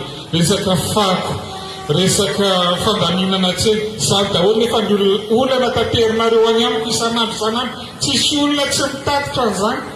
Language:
Malagasy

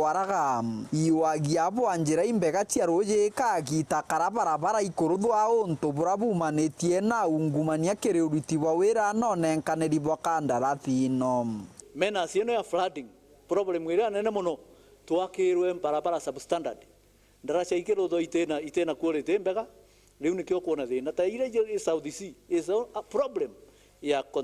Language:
Meru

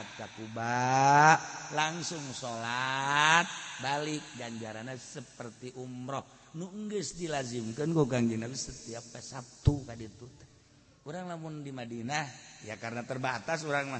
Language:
Sundanese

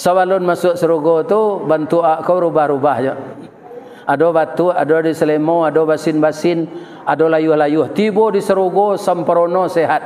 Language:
Minangkabau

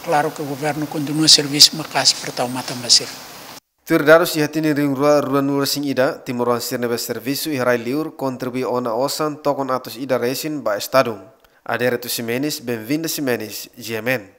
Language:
Tetum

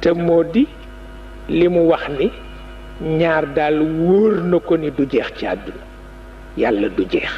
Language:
Wolof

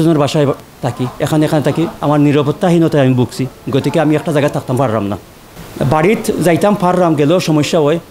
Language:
Sylheti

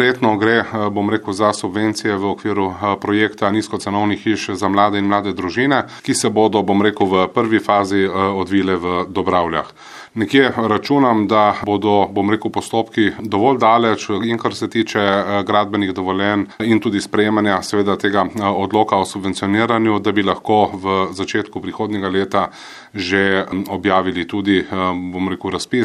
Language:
Slovenian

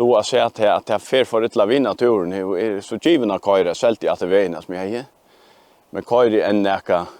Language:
Faroese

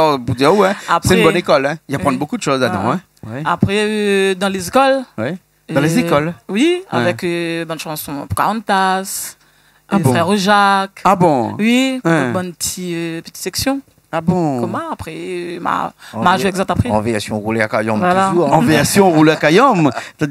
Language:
Réunion Creole French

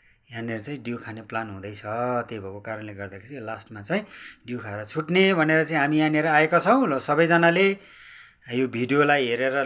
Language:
Nepali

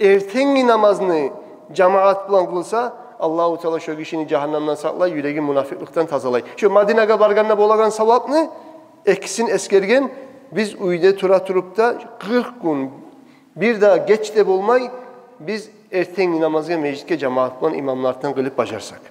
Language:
Kumyk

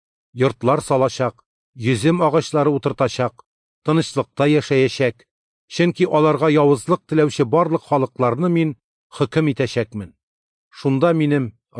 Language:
Tatar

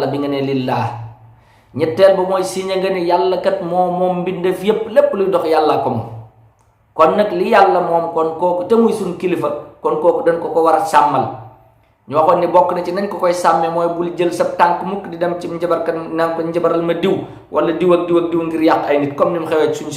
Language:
Wolof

